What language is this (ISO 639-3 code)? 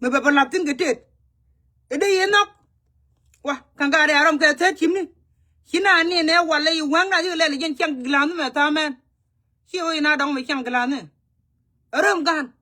nus